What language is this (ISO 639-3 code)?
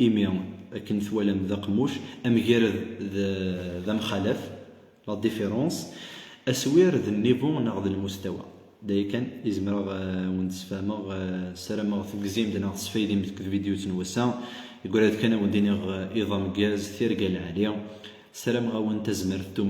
kab